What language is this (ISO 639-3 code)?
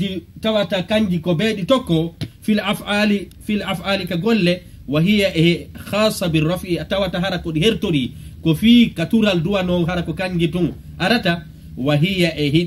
ful